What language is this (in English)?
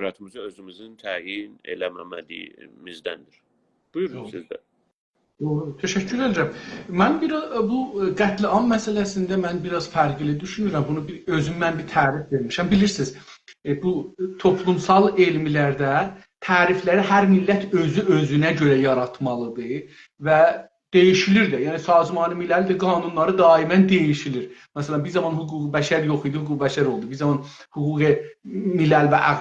South Azerbaijani